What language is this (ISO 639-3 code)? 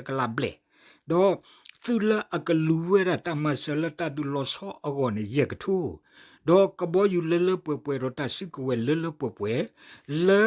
ksw